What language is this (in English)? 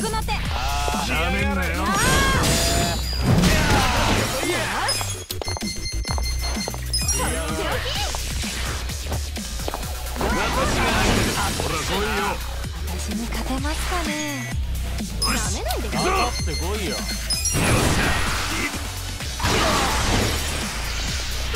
Japanese